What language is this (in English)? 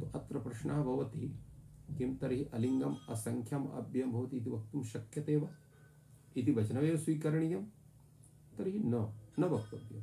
Sanskrit